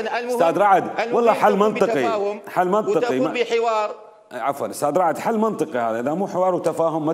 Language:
Mesopotamian Arabic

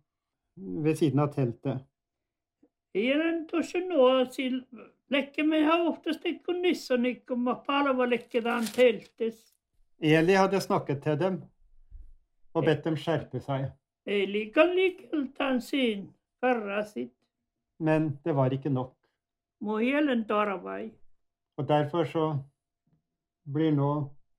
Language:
Norwegian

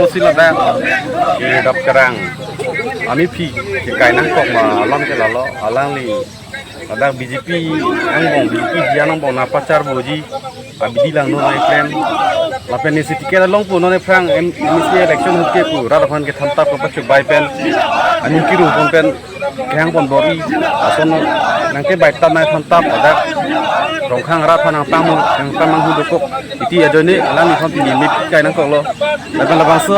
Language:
Karbi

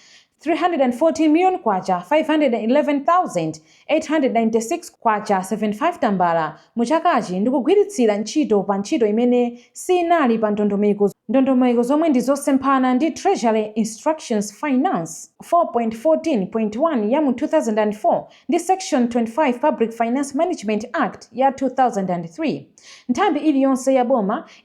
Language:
Nyanja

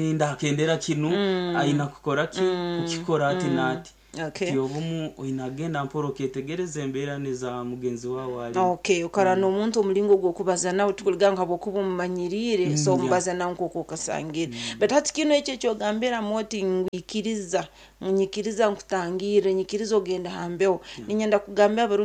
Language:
Nyankole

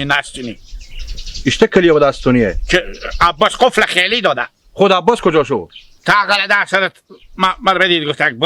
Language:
Hazaragi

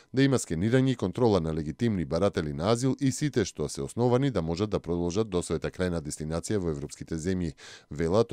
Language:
Macedonian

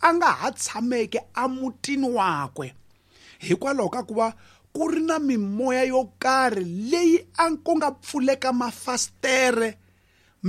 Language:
Tsonga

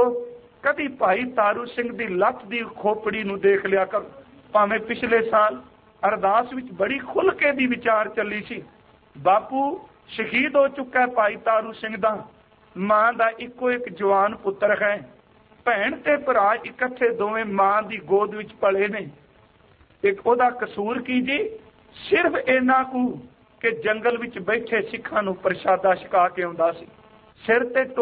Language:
Punjabi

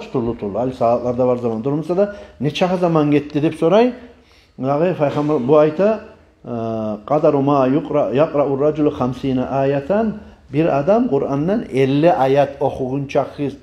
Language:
Kumyk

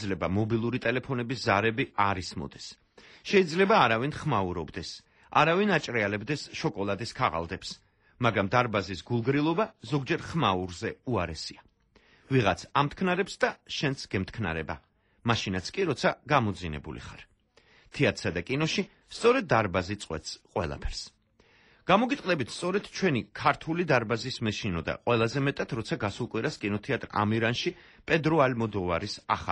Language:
Georgian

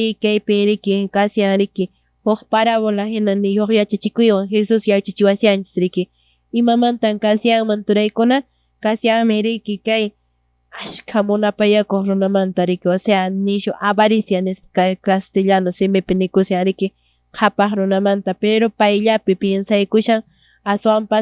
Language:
Quechua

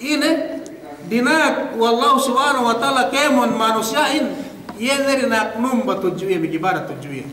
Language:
Yakan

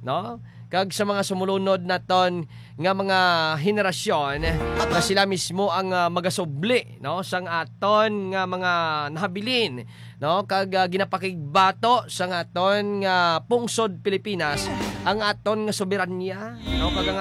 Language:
Hiligaynon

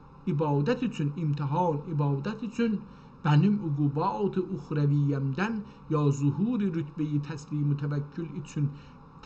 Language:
South Azerbaijani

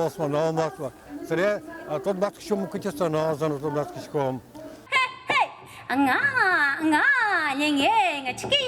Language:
Udmurt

